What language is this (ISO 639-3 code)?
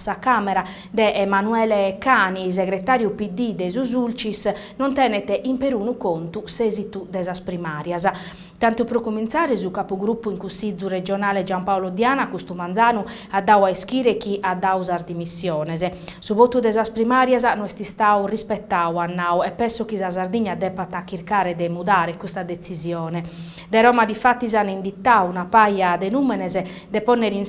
srd